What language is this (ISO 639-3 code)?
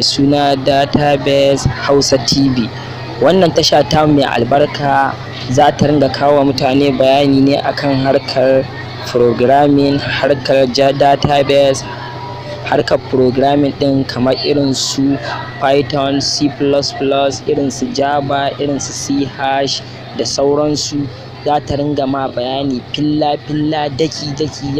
hau